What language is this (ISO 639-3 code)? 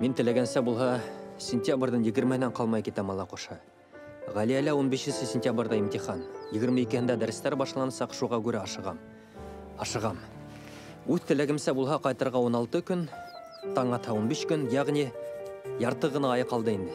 bak